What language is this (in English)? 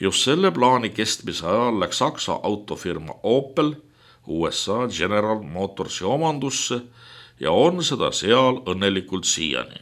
Estonian